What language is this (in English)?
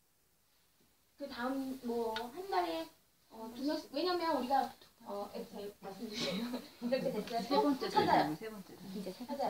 Korean